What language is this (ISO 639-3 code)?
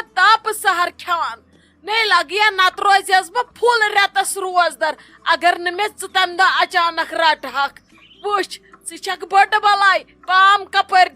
kas